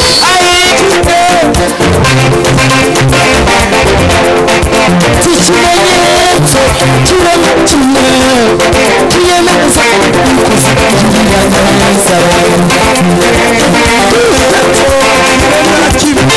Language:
Kinyarwanda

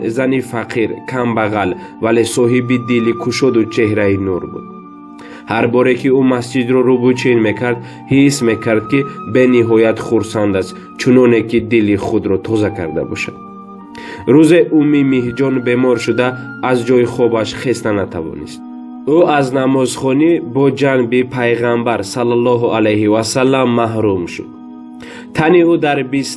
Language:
Tajik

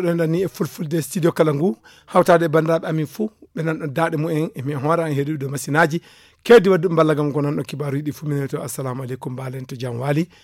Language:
Fula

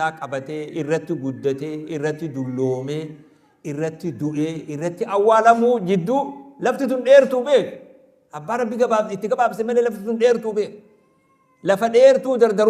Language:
Oromo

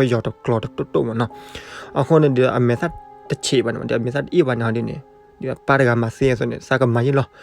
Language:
S'gaw Karen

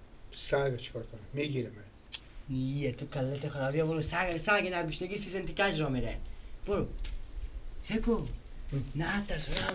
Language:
Persian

